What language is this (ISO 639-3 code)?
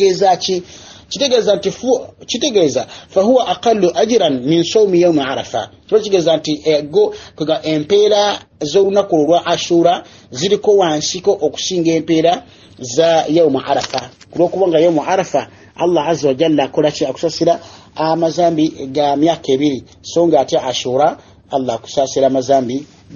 lug